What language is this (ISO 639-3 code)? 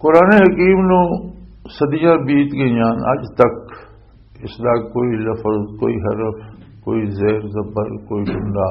lah